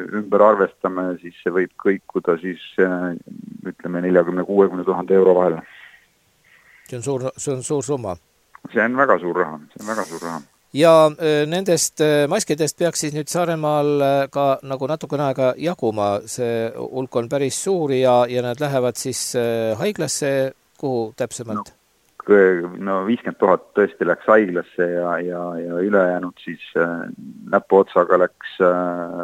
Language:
Estonian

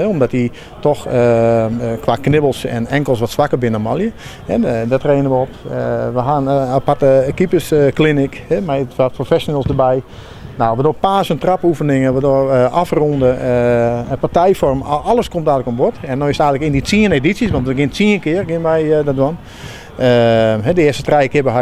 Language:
Western Frisian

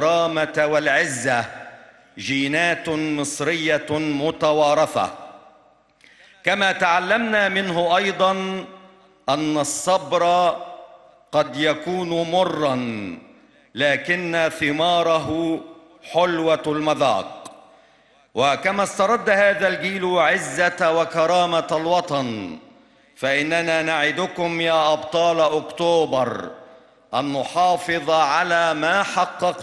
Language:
Arabic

